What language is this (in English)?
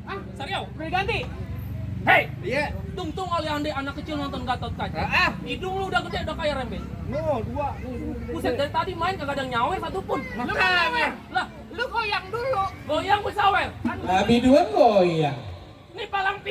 Betawi